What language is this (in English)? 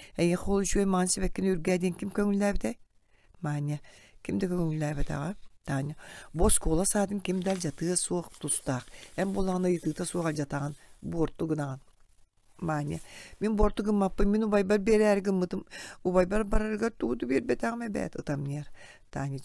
Yakut